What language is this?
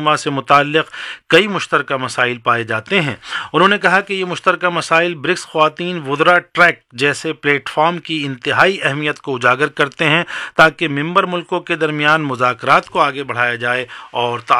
Urdu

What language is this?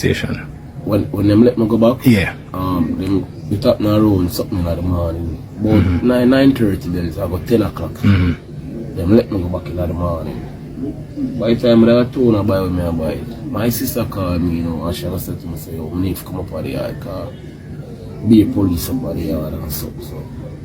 Jamaican Creole English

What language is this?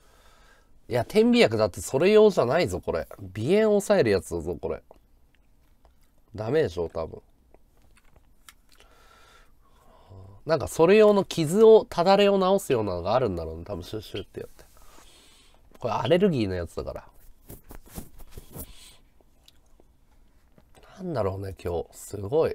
Japanese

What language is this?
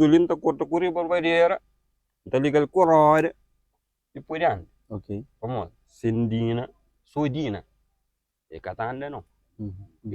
Kabuverdianu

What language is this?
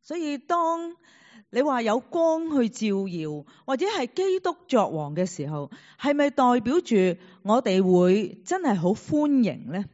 Cantonese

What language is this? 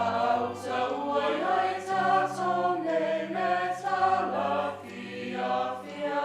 Samoan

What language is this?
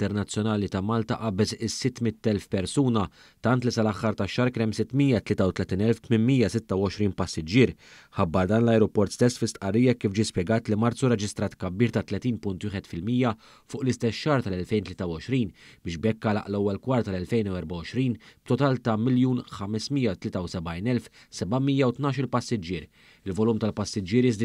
Maltese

